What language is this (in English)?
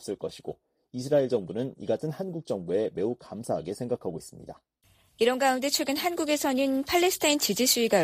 Korean